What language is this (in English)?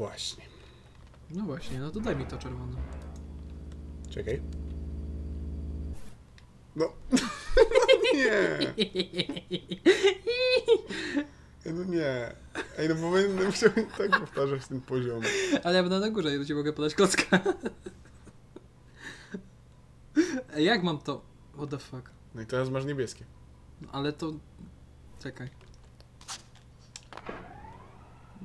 Polish